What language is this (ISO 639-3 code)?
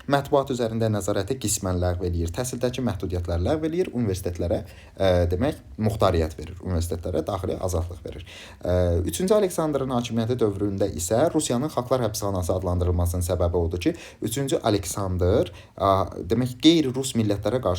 aze